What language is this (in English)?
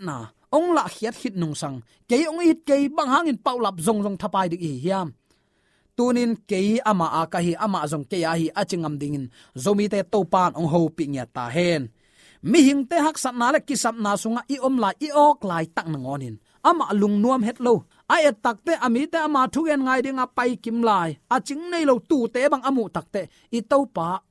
Tedim Chin